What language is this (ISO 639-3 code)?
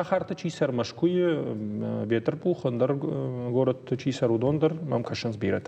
oss